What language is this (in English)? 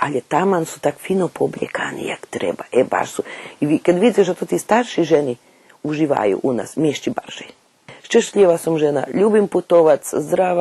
Rusyn